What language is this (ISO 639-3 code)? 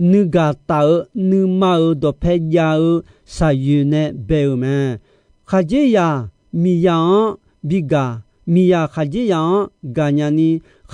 ahk